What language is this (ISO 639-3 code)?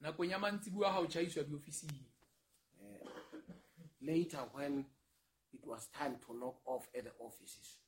sot